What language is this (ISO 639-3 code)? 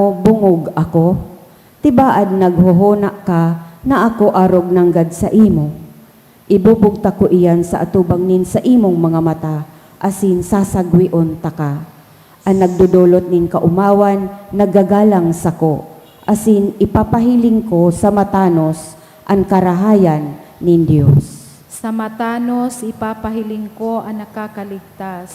bik